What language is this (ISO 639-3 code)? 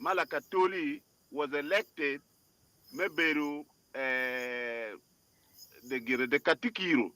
ach